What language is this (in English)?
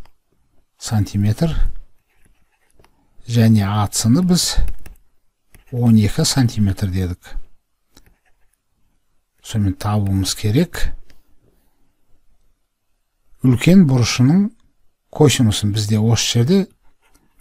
Kazakh